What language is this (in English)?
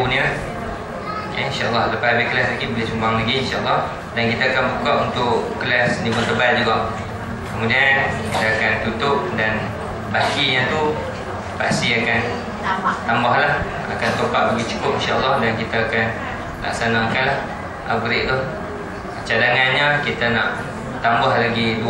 Malay